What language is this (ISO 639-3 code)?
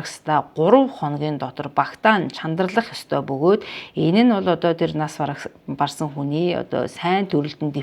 mon